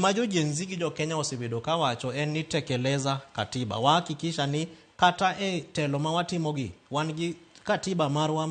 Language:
Luo (Kenya and Tanzania)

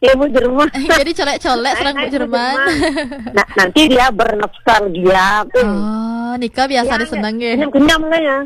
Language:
Balinese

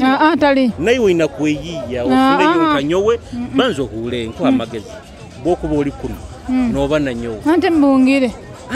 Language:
Nyoro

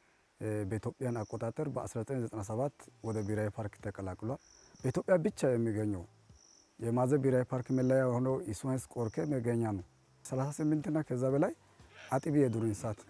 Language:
Amharic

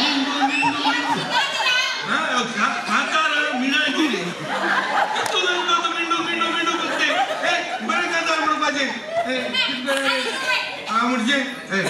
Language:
Konkani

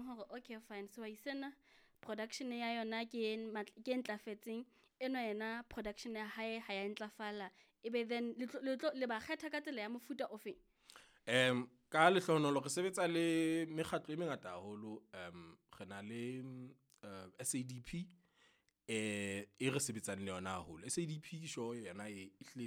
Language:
Southern Sotho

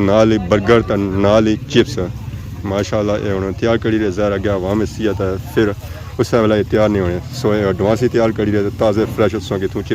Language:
Pahari-Potwari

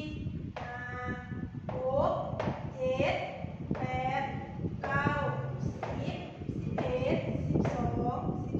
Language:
Lao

